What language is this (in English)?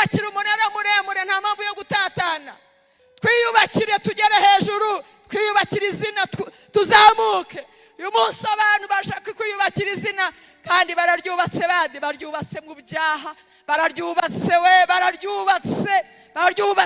Kinyarwanda